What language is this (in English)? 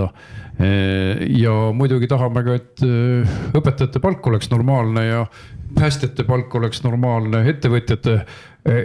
Estonian